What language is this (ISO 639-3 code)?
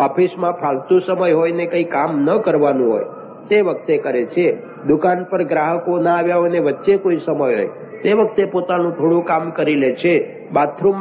guj